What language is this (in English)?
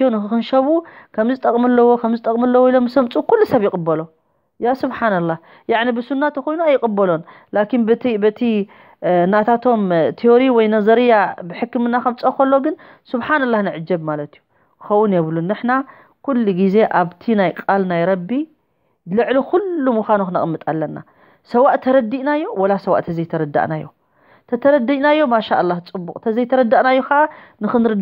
Tigrinya